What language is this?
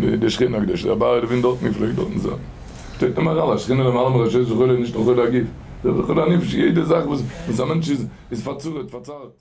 Yiddish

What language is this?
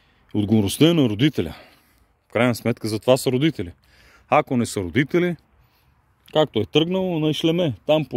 Bulgarian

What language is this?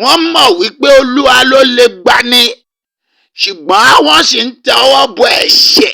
Yoruba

